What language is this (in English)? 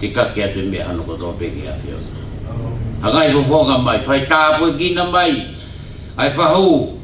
Tongan